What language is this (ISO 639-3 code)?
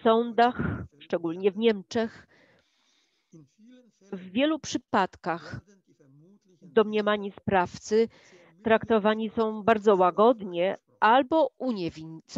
pol